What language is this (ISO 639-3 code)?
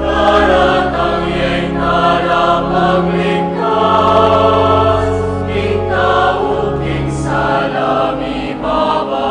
pam